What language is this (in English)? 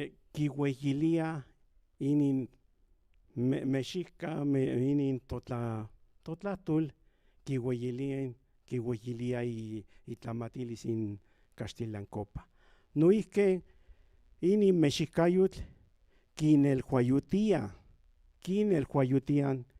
Central Nahuatl